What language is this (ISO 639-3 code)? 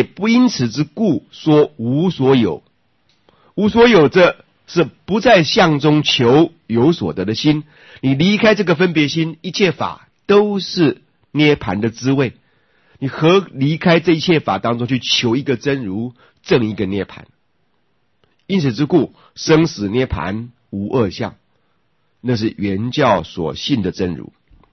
zho